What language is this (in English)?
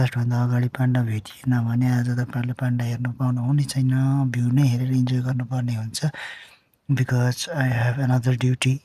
Nepali